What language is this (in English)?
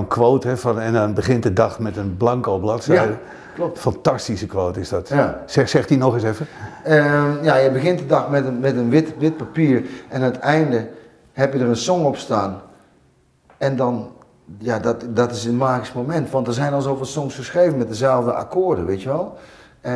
Dutch